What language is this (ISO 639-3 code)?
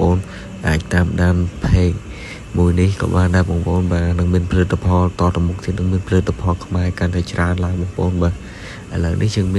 khm